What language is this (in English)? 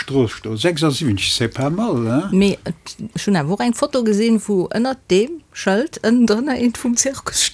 Luxembourgish